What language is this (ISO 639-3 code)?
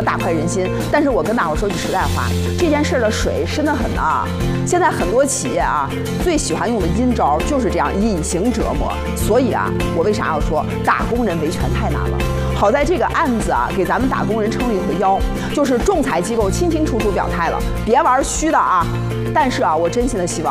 zho